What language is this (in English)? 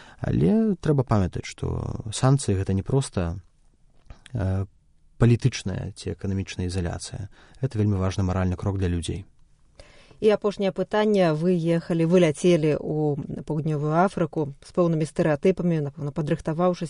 Belarusian